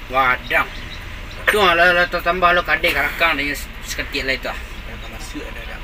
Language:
Minangkabau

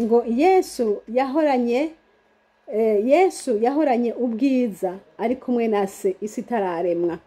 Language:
Rundi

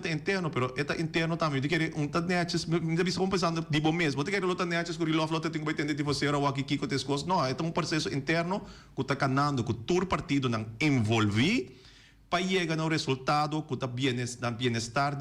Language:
Papiamento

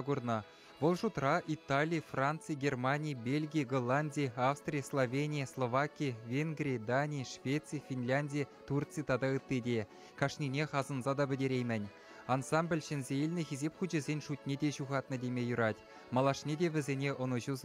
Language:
Chuvash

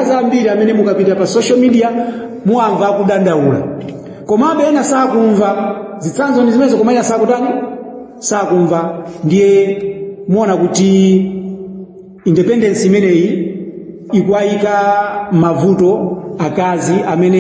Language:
Nyanja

